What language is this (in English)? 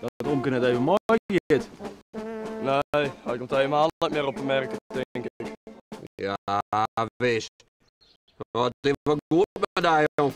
Western Frisian